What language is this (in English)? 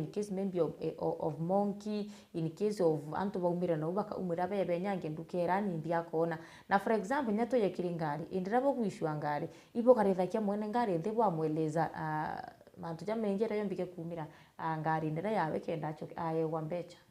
Meru